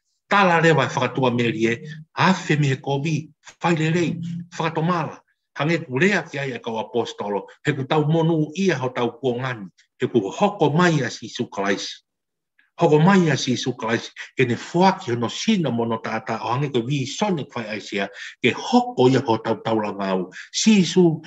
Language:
Tongan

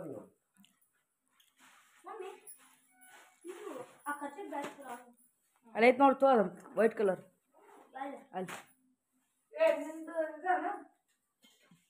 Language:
Kannada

